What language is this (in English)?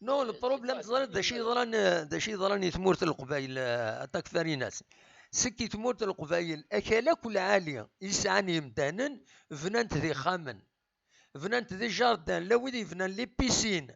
Kabyle